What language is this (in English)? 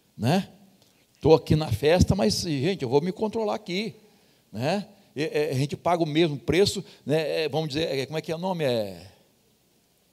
Portuguese